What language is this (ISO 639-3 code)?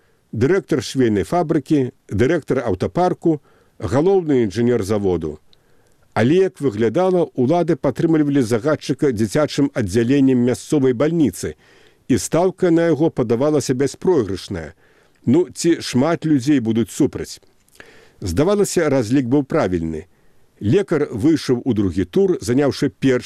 bel